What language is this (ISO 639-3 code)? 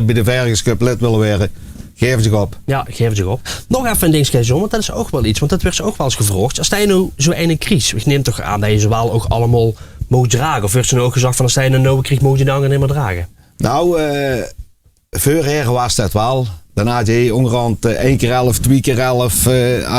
lim